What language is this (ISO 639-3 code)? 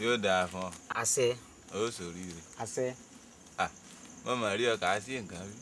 yor